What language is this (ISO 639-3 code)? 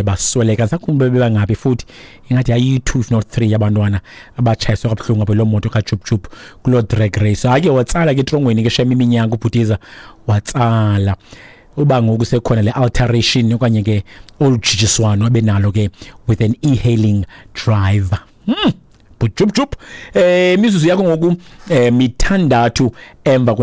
xho